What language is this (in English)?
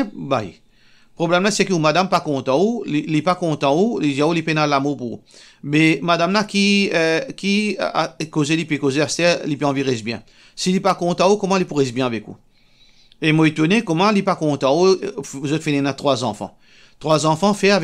Morisyen